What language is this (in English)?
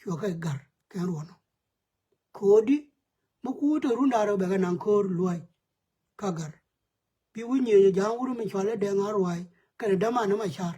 Nuer